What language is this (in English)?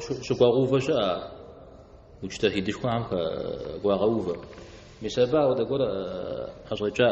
Kabardian